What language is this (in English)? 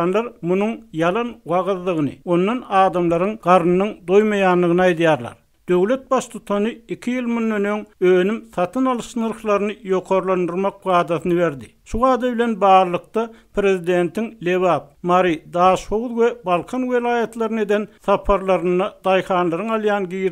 Turkmen